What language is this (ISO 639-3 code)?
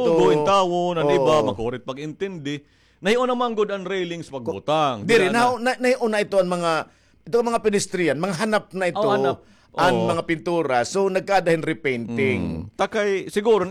war